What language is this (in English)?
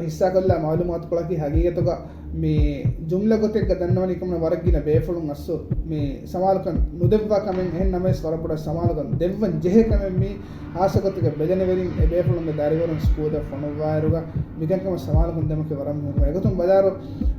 Divehi